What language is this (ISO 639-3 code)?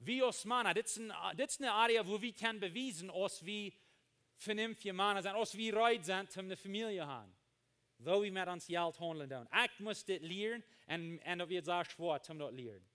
pdt